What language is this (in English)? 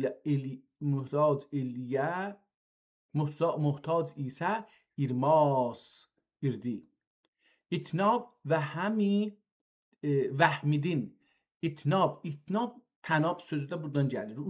South Azerbaijani